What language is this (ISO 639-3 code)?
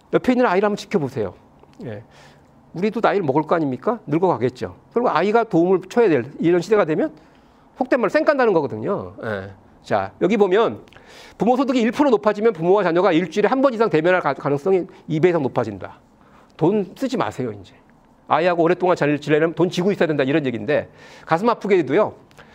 kor